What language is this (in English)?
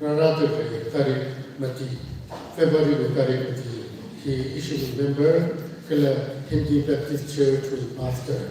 Tangkhul Naga (India)